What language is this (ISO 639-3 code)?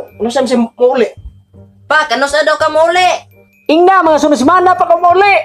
ceb